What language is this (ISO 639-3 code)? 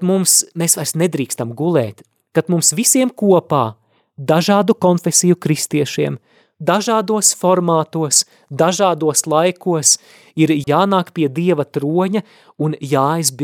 lav